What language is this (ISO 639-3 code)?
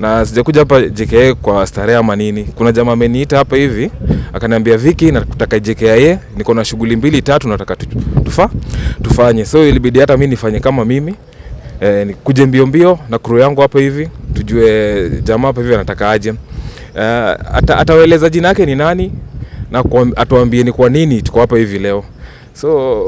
swa